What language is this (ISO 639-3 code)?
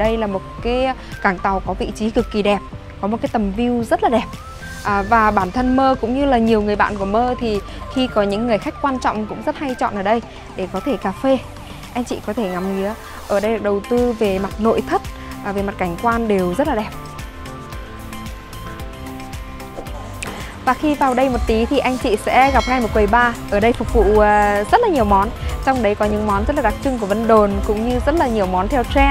vie